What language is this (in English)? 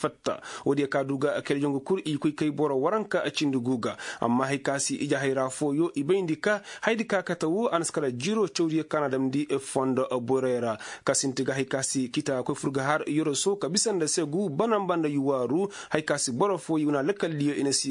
Koyraboro Senni